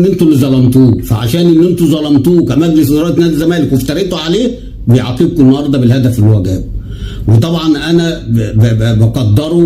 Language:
Egyptian Arabic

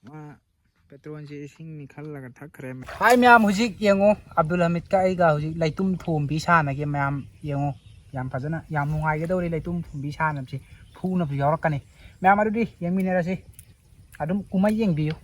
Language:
Manipuri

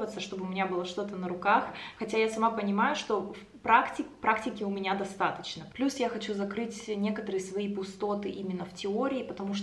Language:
Russian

